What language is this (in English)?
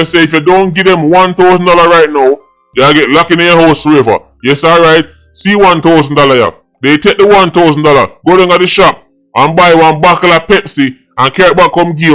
Jamaican Creole English